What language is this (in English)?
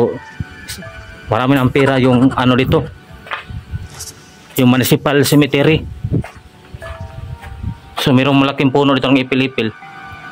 Filipino